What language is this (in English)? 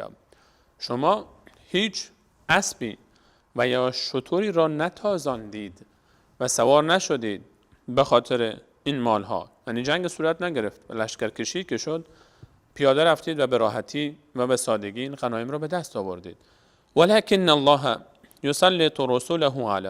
Persian